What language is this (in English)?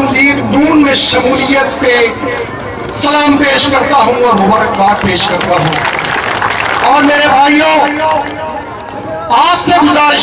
Urdu